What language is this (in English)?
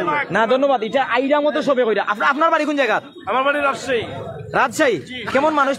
Sylheti